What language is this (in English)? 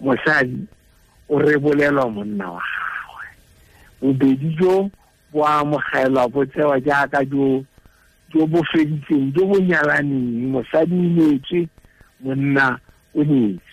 Tswana